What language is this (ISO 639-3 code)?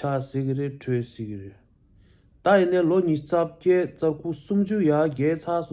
bod